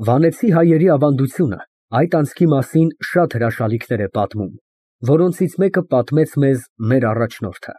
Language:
Armenian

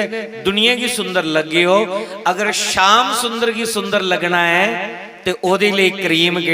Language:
Dogri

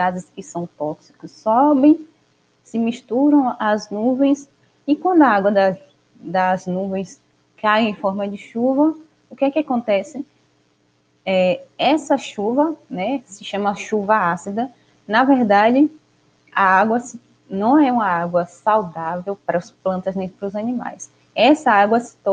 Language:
Portuguese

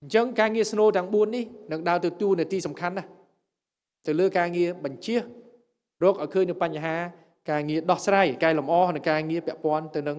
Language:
Khmer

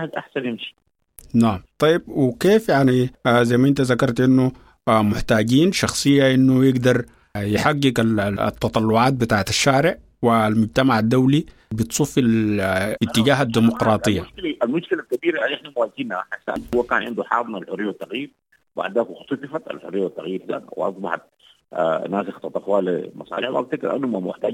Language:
Sudanese Arabic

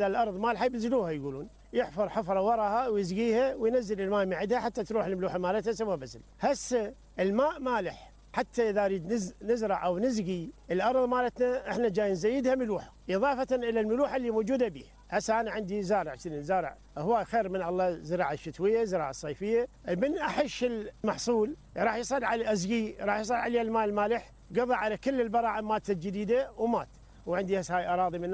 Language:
Mesopotamian Arabic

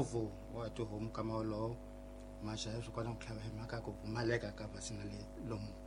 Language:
Tsonga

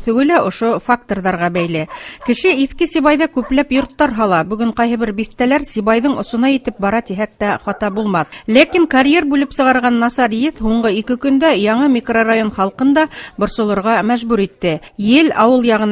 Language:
Bashkir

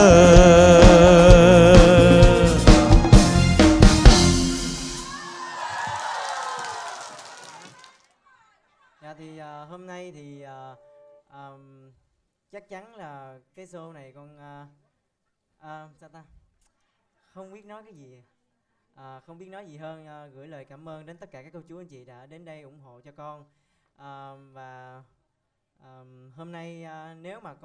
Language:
Vietnamese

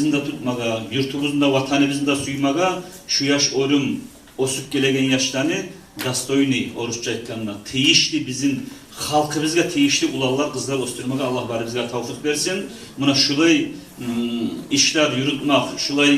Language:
Kumyk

